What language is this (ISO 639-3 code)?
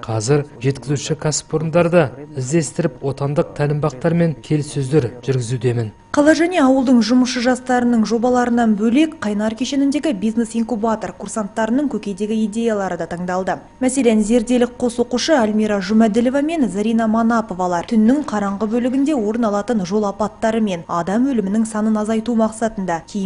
kaz